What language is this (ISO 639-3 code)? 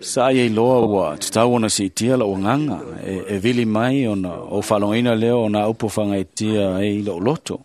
smo